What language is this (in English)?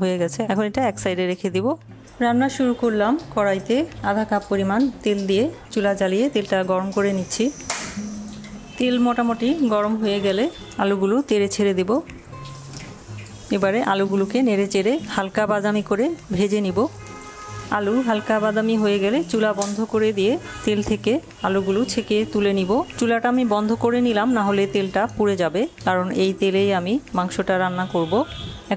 Bangla